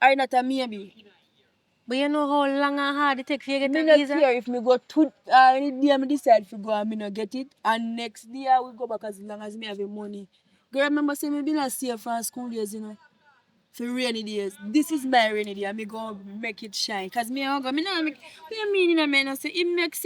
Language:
Jamaican Creole English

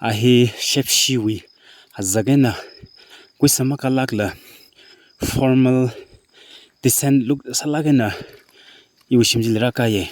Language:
Tangkhul Naga (India)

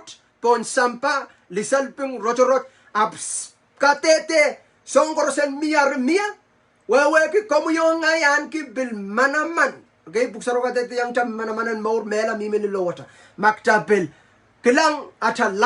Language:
Pohnpeian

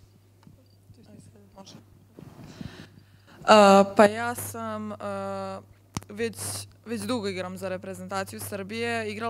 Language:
Serbian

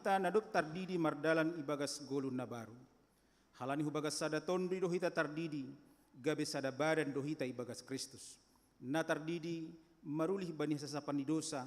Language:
Batak Simalungun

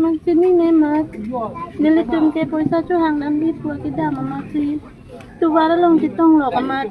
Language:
Karbi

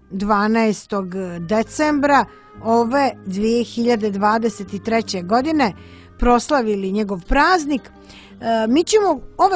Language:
Serbian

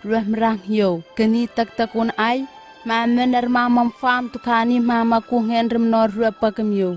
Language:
Southwest Tanna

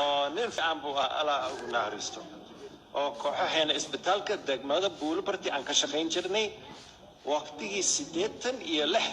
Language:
Somali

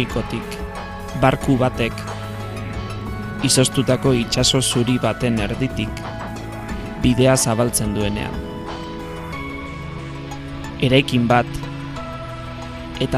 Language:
Basque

